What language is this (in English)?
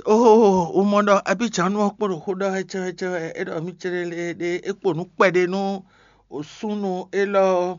Fon